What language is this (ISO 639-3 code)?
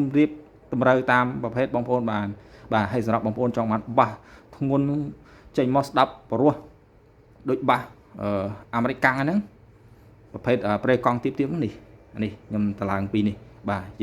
khm